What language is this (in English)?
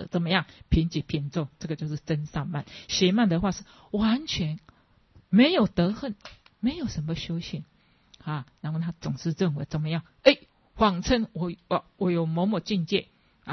Chinese